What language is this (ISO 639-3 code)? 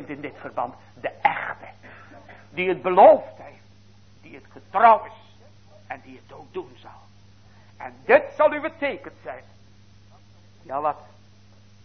nld